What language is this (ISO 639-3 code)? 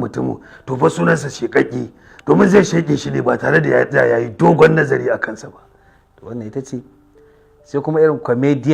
hau